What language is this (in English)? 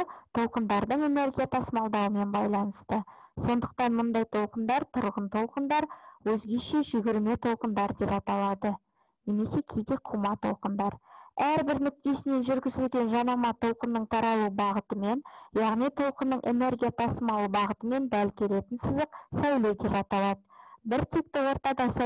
Kazakh